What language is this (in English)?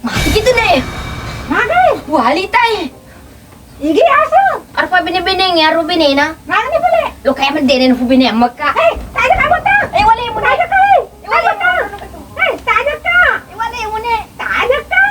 Buginese